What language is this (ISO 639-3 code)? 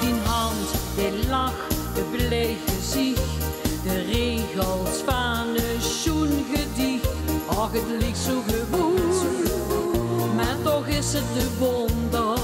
lim